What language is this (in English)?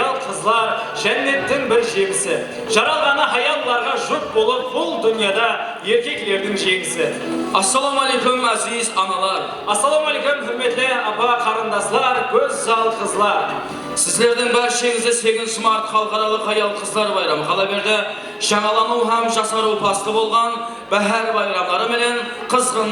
Kara-Kalpak